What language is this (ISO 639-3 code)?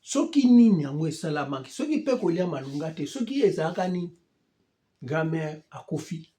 lin